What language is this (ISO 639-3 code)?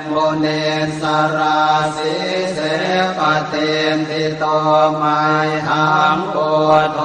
pli